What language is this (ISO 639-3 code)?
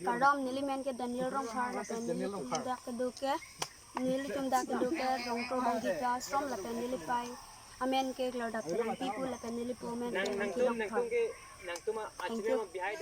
mjw